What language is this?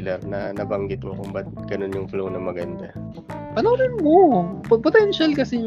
Filipino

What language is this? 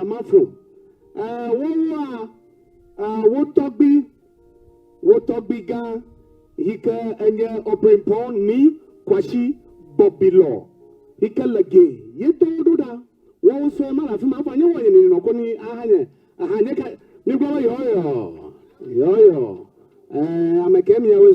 Ewe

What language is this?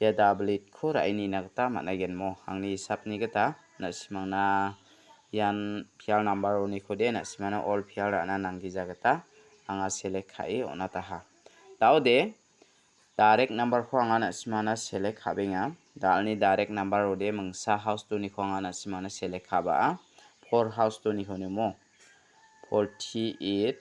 Garo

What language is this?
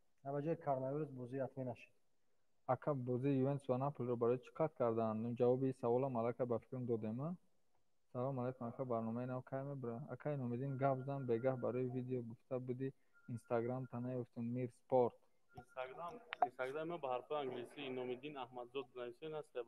Tajik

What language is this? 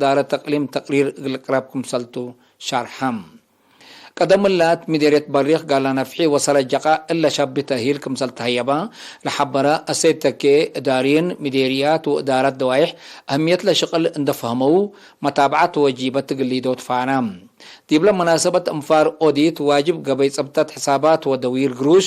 Tigre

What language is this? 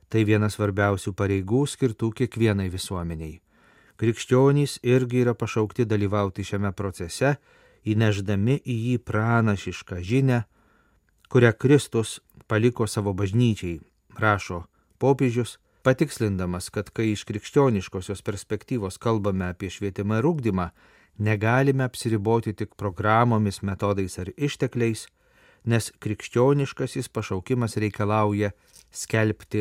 Lithuanian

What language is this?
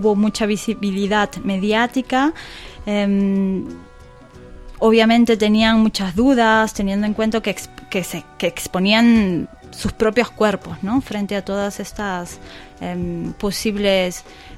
Spanish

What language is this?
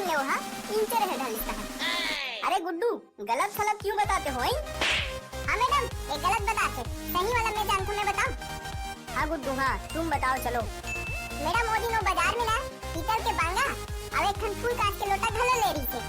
Chhattisgarhi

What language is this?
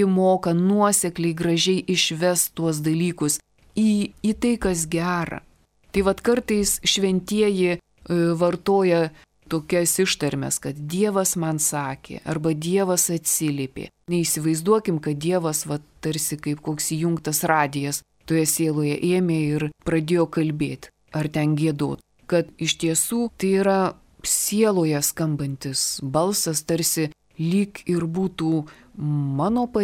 Lithuanian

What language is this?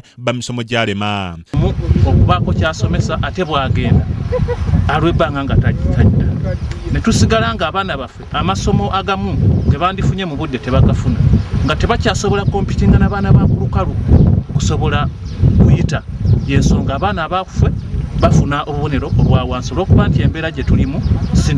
Ganda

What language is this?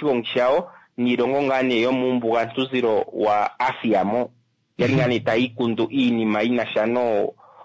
Kuanyama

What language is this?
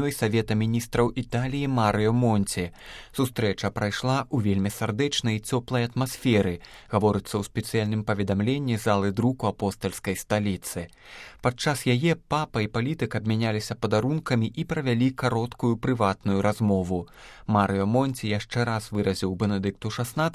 Belarusian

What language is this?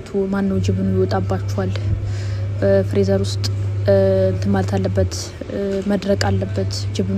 Amharic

